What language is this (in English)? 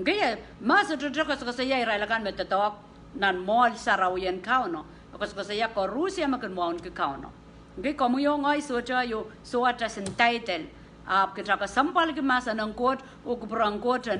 Pohnpeian